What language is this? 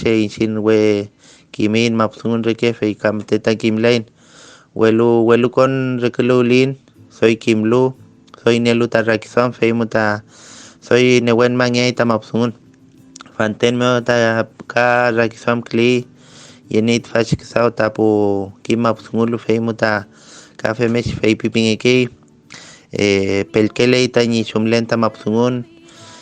Mapuche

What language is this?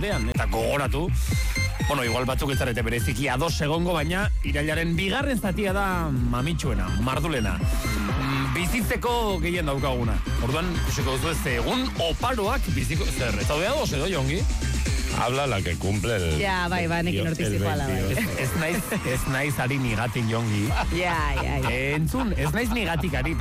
Basque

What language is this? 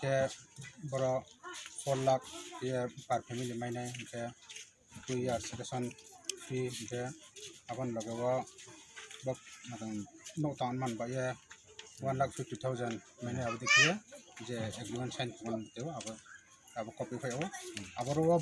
Riang (India)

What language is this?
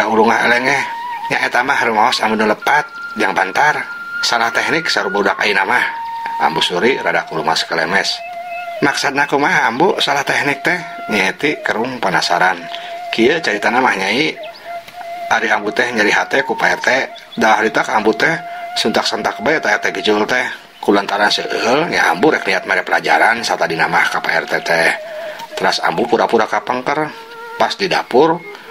Sundanese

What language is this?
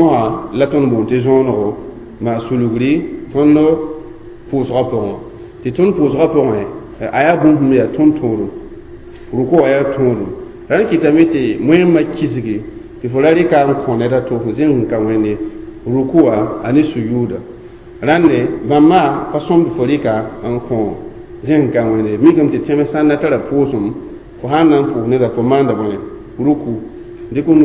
Mossi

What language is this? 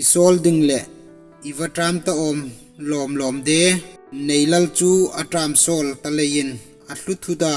Hmar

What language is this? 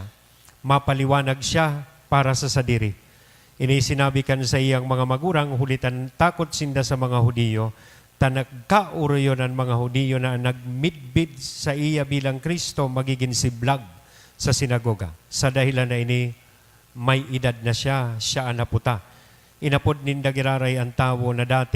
Bikol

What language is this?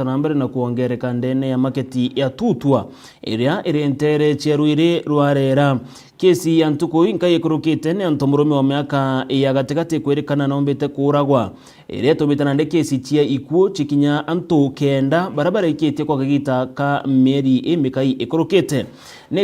Meru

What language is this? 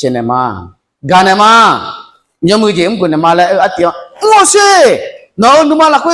Akha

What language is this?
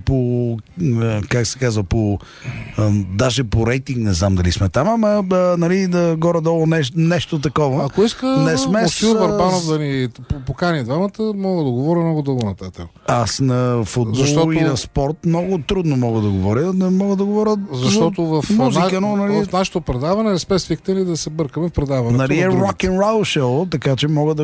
Bulgarian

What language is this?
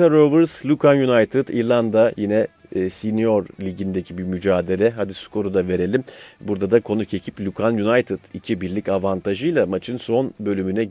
Turkish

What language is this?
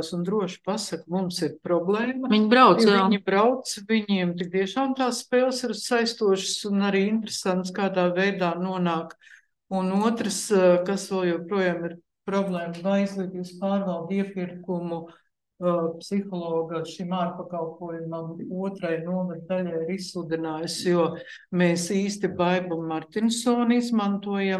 Latvian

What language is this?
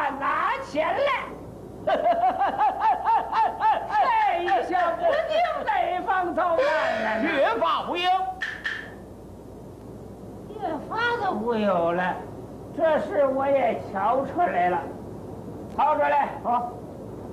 Chinese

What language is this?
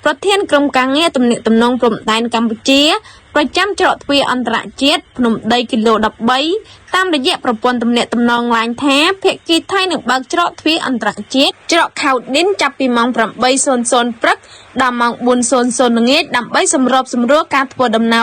Khmer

